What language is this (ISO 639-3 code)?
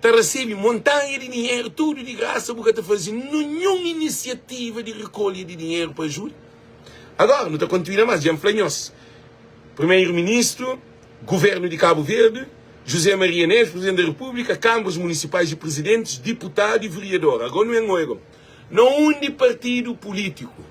kea